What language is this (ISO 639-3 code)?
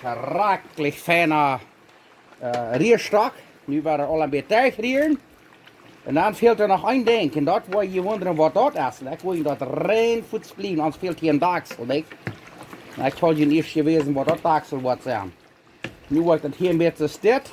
pdt